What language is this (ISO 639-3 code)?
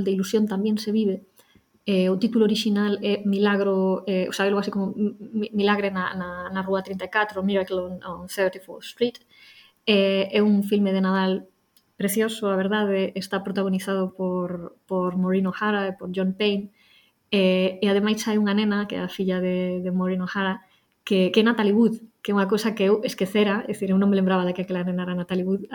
glg